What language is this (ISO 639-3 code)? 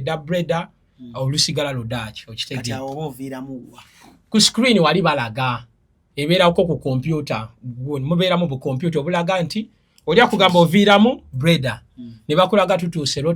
lug